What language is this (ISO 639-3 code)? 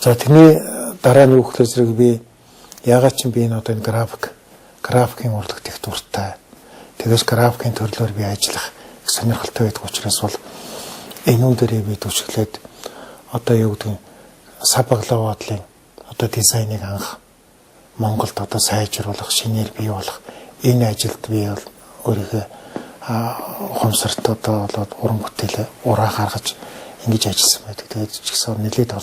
mon